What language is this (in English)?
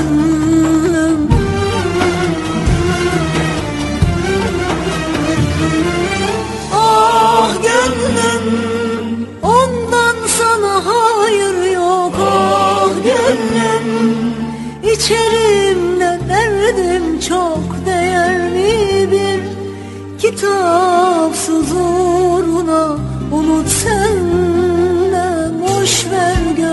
Turkish